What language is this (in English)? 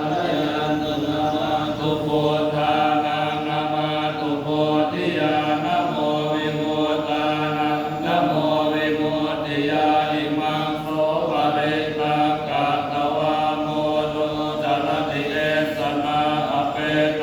Pali